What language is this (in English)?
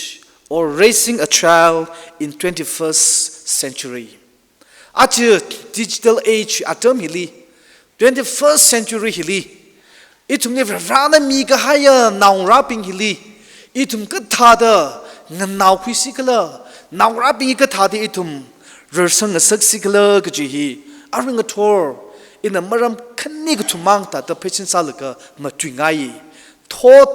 Tangkhul Naga (India)